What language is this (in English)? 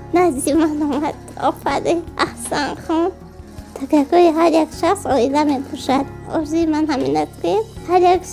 Tajik